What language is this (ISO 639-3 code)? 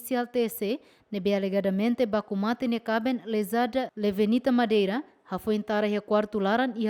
tet